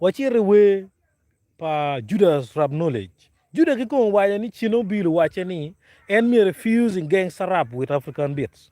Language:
Acoli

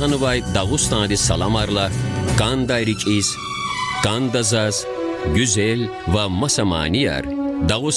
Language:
Lezghian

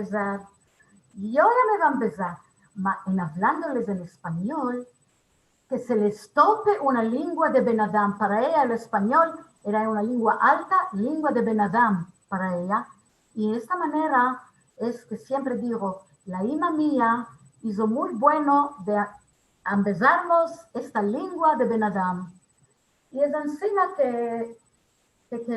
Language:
Ladino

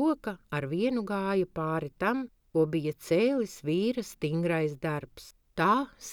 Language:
Latvian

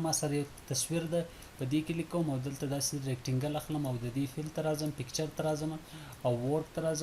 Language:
Pashto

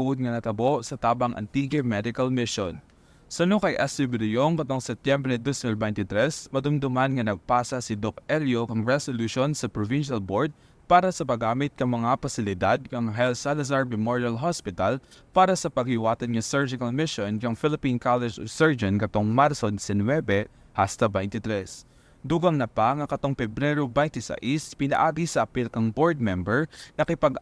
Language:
Kinaray-a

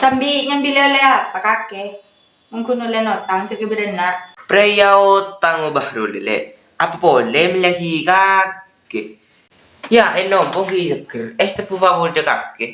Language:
Madurese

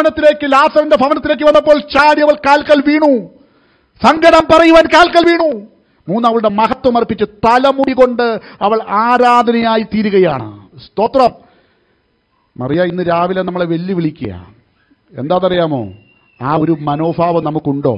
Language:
Malayalam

